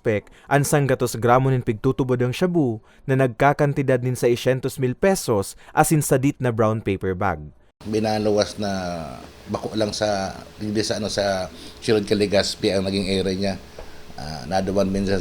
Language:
Bikol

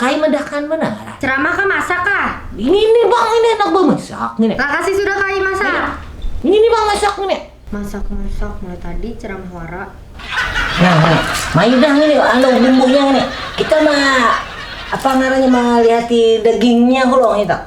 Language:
Banjar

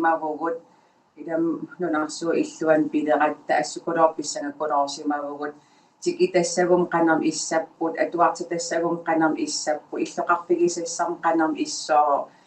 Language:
Kalaallisut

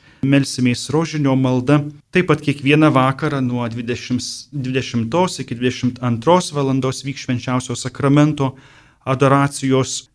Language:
Lithuanian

